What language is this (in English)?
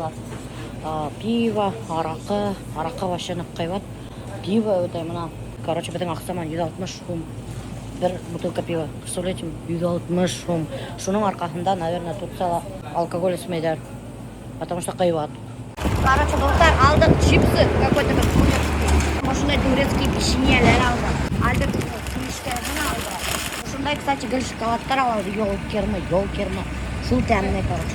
Bashkir